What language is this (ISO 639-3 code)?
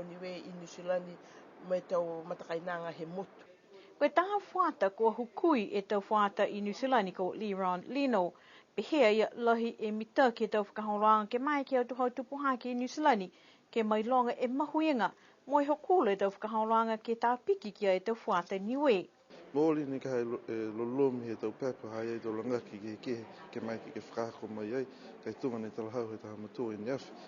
niu